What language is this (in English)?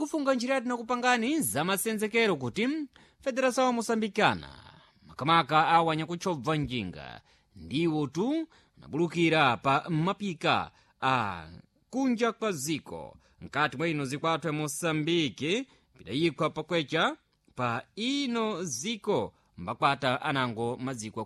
Sena